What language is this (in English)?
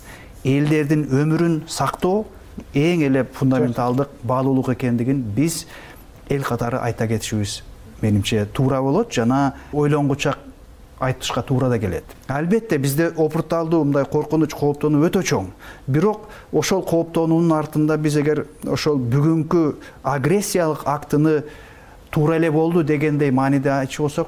Kyrgyz